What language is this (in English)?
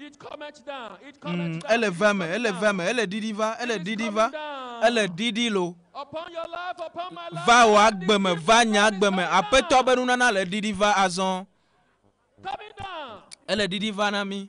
Ewe